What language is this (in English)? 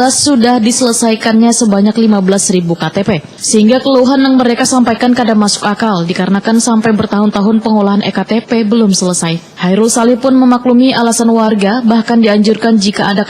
Banjar